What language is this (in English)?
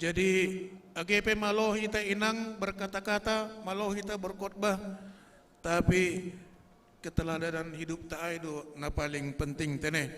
Batak Simalungun